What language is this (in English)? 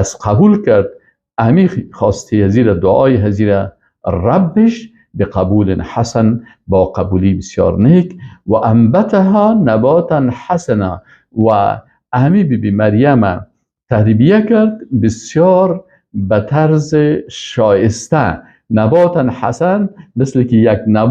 Persian